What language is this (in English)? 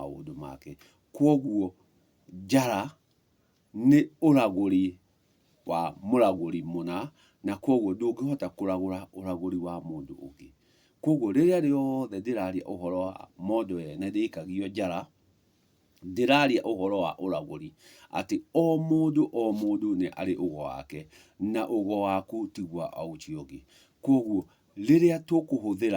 Kikuyu